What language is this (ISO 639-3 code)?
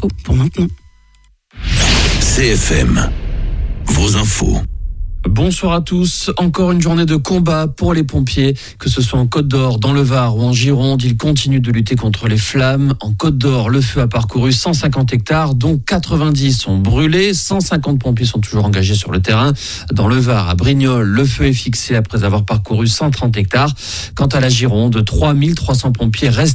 fra